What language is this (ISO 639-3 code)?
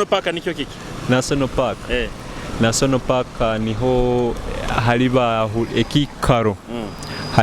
nyo